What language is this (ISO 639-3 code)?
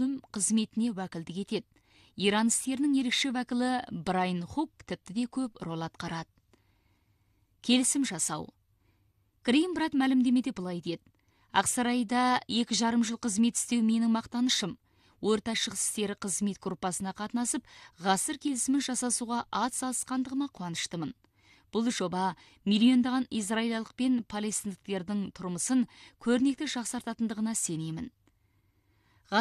kaz